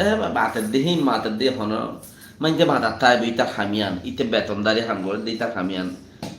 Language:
Rohingya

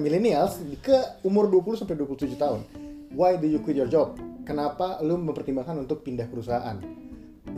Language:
Indonesian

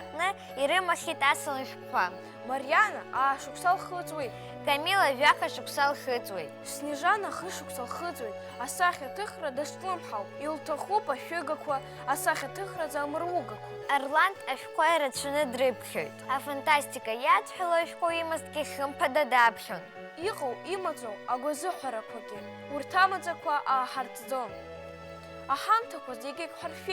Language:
Abkhazian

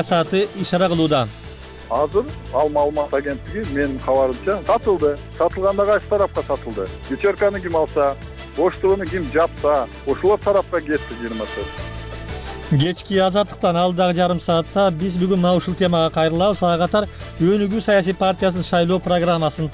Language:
Kyrgyz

